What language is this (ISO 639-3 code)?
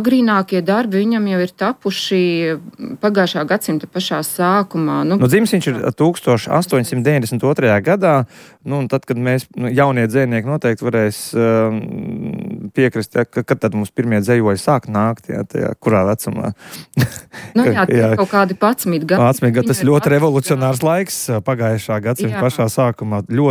lav